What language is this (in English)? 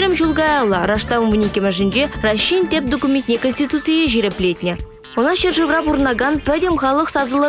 Chuvash